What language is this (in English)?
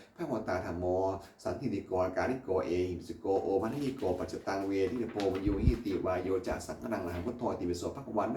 Pali